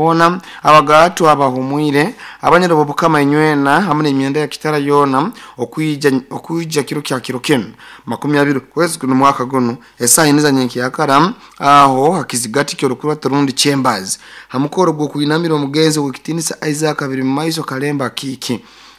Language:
Nyoro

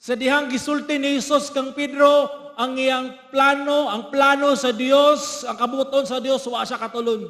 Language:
Cebuano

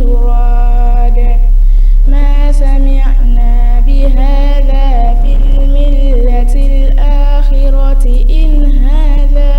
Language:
Fula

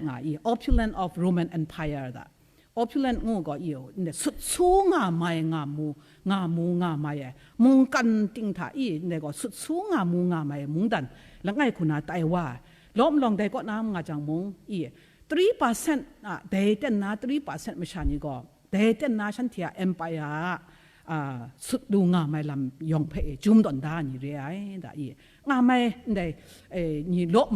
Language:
Kachin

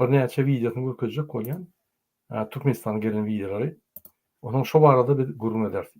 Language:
Turkmen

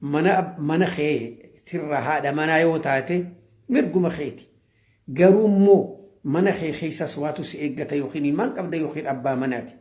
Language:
Oromo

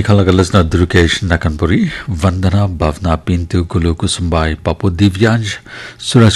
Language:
Naga Pidgin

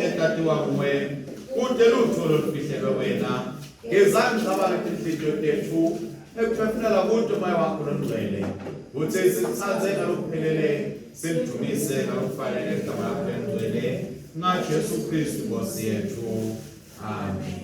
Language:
Swati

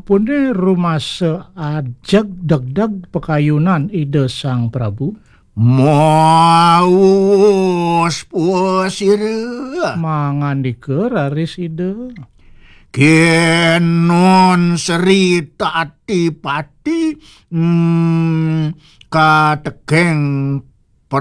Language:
Balinese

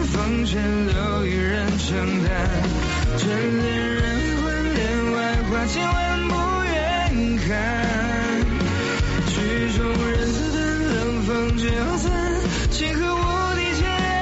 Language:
Chinese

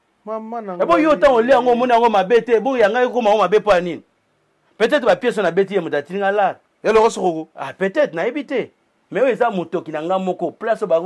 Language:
Lingala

